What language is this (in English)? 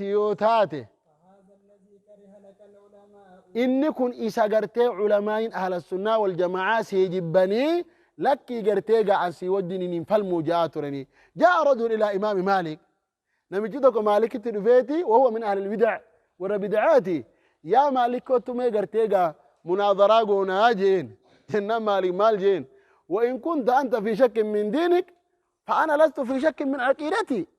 Oromo